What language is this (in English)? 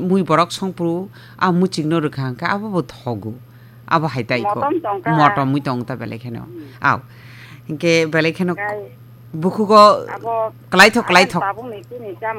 Kok Borok